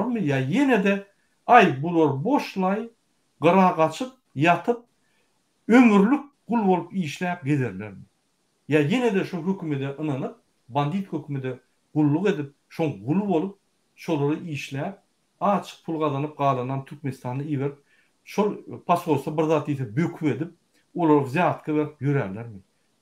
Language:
Turkmen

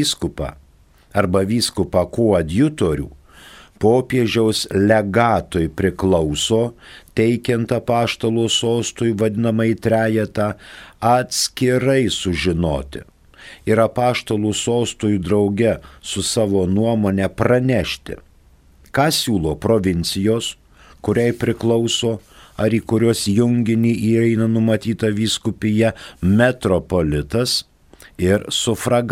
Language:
Lithuanian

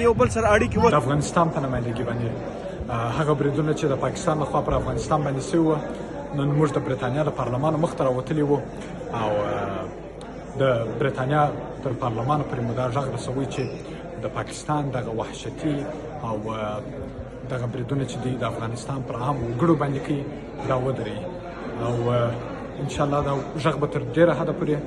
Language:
Pashto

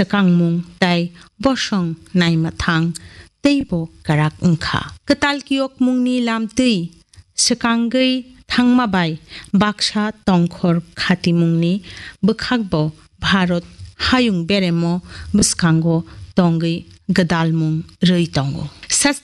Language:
Kok Borok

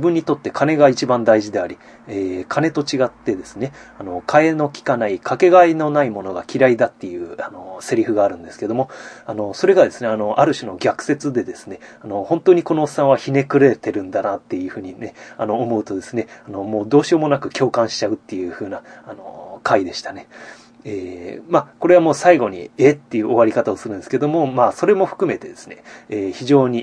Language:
Japanese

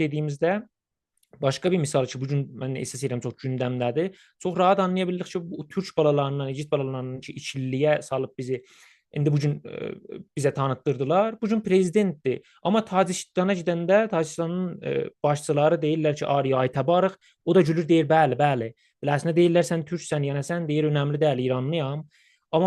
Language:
South Azerbaijani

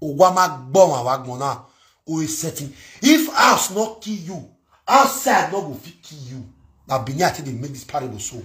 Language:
Nigerian Pidgin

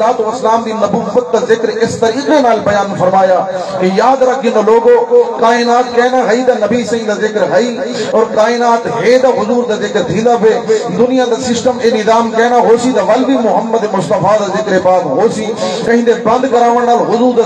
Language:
Saraiki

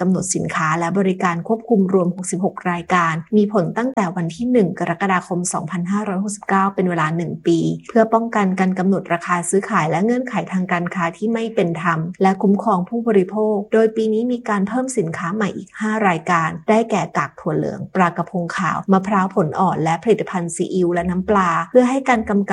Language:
Thai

